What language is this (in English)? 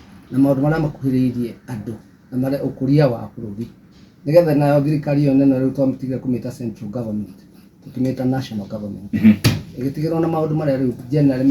Kikuyu